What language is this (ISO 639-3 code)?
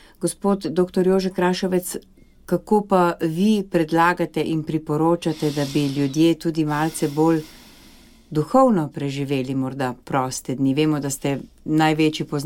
slv